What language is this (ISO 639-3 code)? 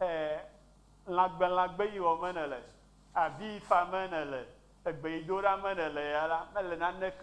ewe